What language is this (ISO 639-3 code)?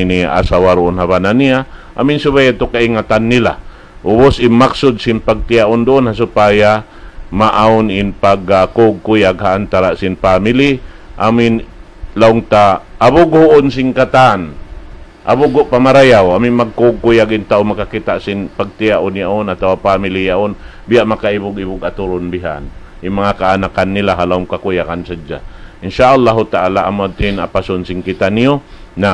tsg